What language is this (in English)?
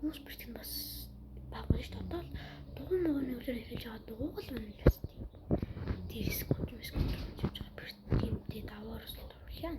Mongolian